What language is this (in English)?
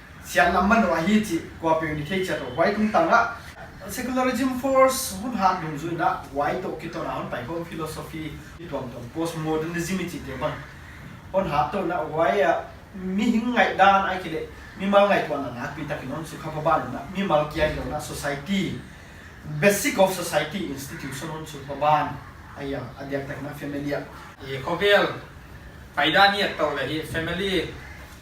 Paite Chin